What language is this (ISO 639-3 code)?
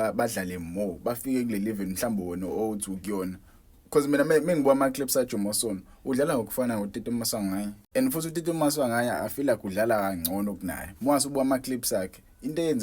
zul